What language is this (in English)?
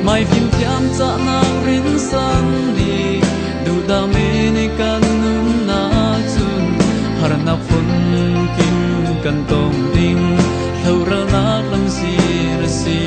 Falam Chin